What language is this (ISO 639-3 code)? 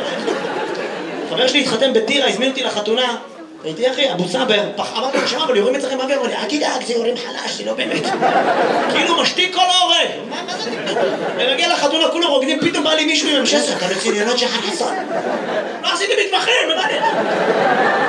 heb